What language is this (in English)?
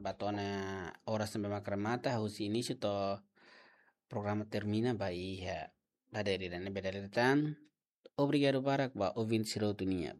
Tetum